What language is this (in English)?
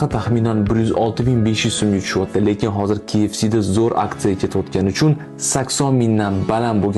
Uzbek